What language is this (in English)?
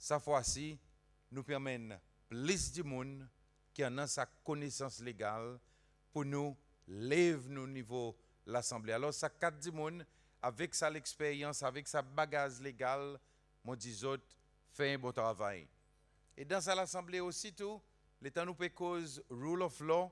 Seselwa Creole French